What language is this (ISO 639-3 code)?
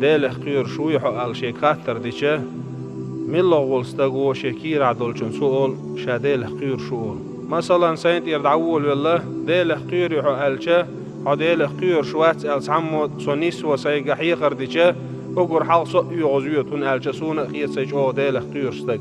che